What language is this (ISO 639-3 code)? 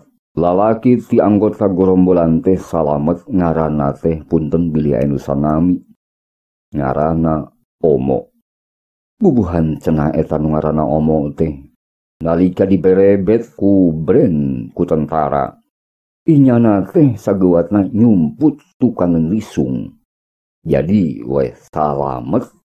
sun